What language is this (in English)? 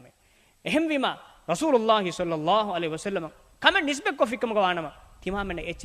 Divehi